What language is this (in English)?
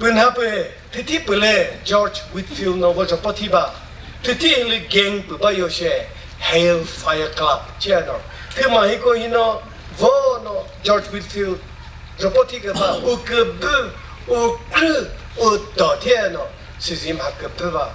Chokri Naga